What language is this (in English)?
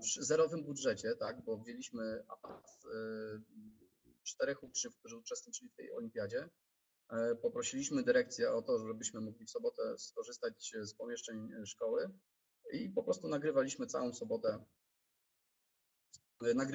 Polish